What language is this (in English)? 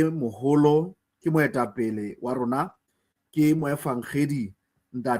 Southern Sotho